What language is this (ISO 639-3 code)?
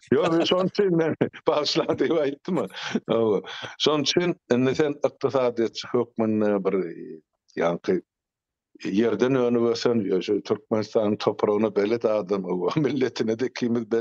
tuk